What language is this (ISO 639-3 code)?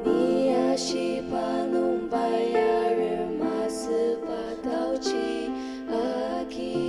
njo